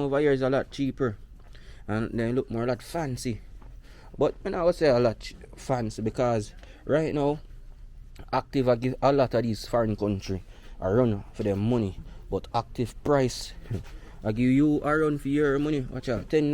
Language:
Jamaican Creole English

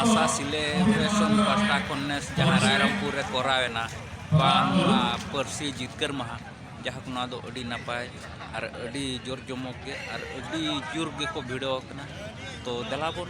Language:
Santali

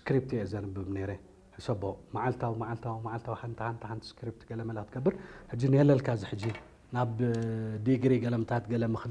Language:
Tigrinya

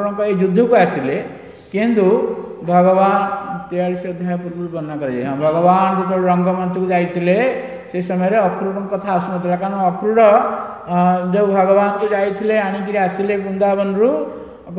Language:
Odia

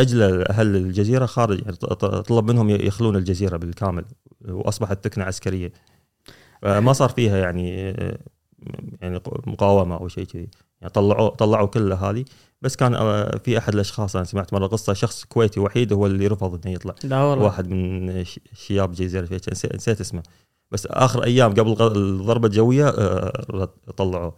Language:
Gulf Arabic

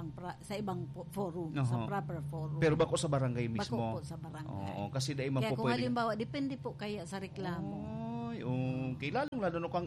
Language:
Bikol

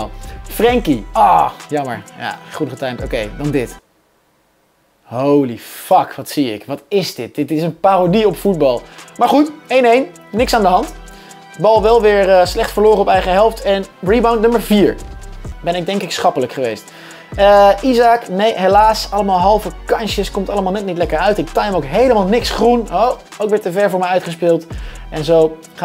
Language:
Dutch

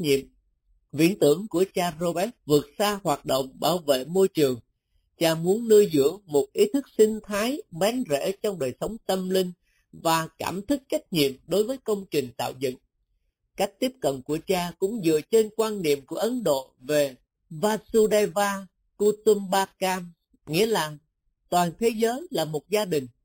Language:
Vietnamese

